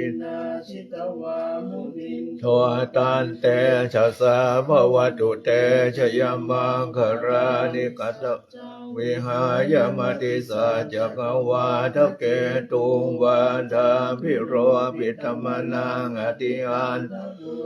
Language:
Pali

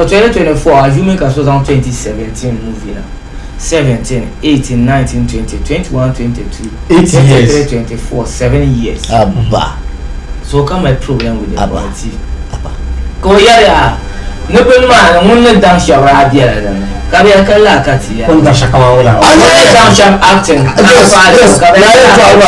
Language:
Dagbani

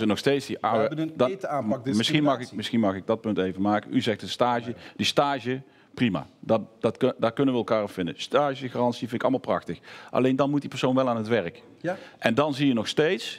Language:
Dutch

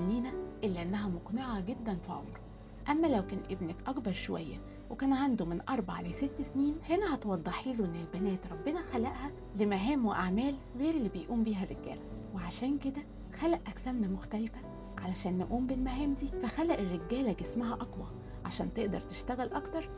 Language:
Egyptian Arabic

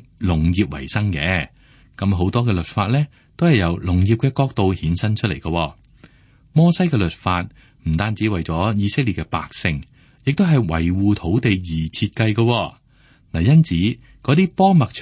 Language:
Cantonese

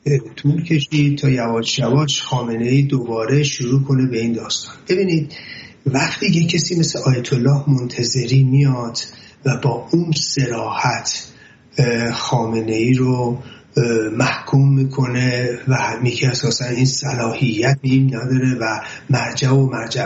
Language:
Persian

